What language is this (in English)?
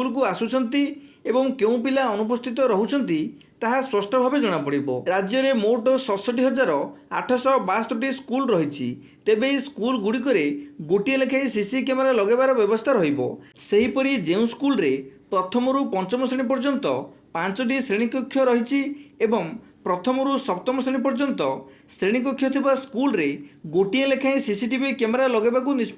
Odia